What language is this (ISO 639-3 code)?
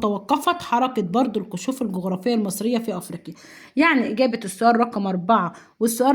arz